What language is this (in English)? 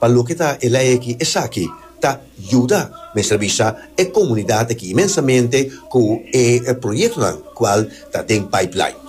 Papiamento